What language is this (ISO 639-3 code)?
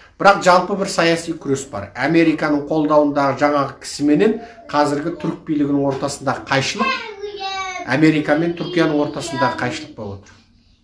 kaz